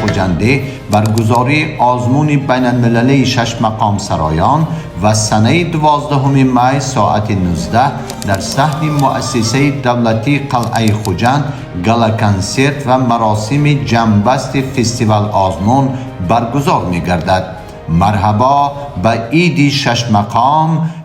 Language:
Tajik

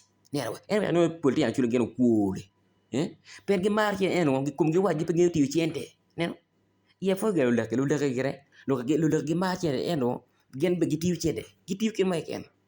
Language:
Acoli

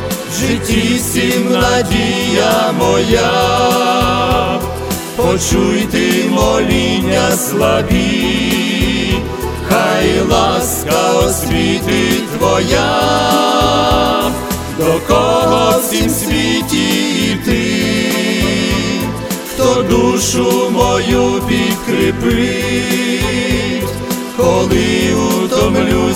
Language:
Ukrainian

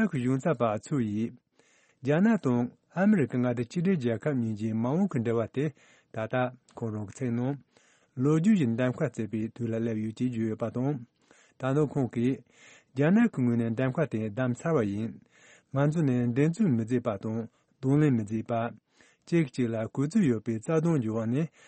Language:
Tibetan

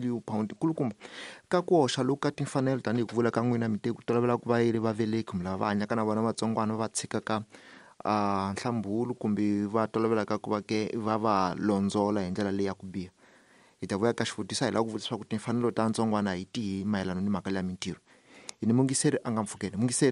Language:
Tsonga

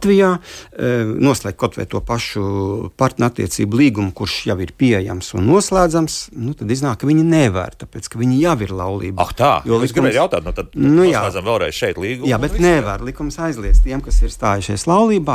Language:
Latvian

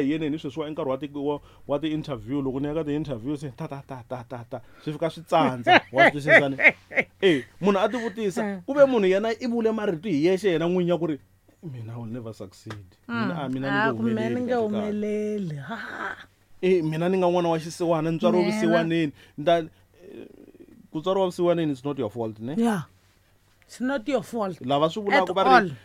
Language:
Tsonga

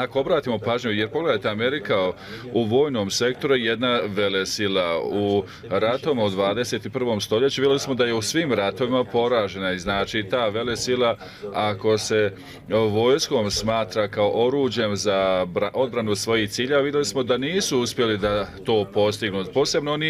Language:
Bosnian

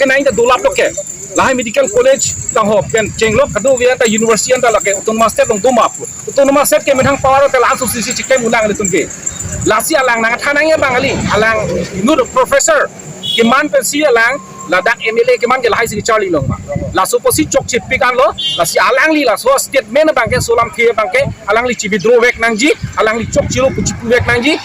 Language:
Karbi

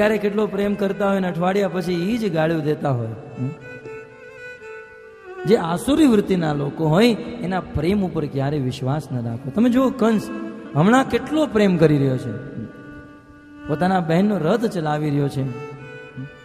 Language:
Gujarati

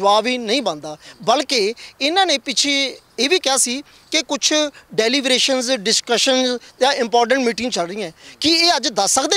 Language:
Punjabi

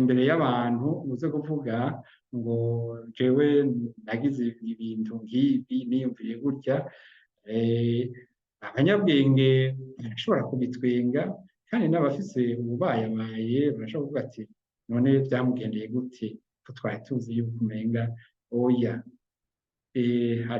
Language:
Rundi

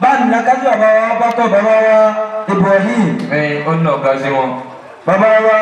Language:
Yoruba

